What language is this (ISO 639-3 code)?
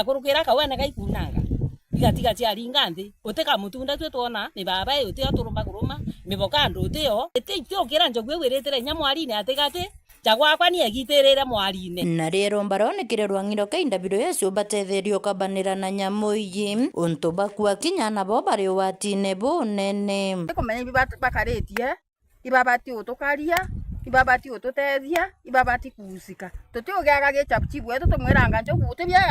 mer